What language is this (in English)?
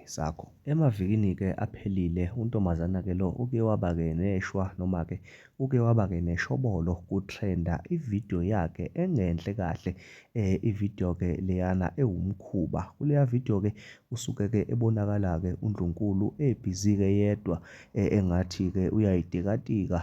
Zulu